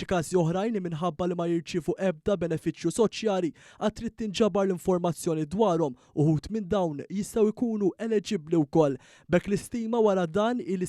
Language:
Maltese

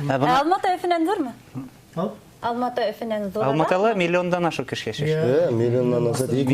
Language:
Bashkir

